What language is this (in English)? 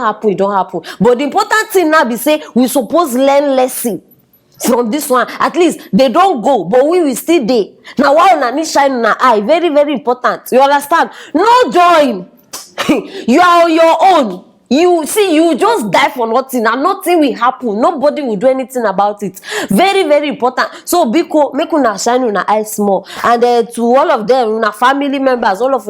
Nigerian Pidgin